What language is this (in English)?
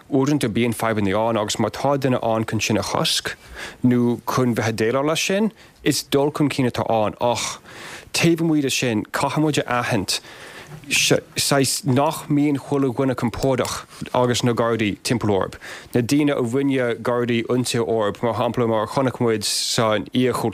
Irish